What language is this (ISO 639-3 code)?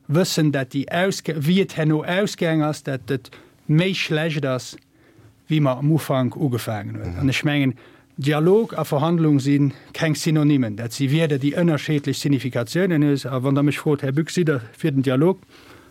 ltz